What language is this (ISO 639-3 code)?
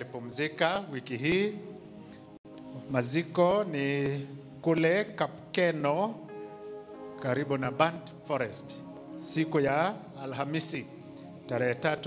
swa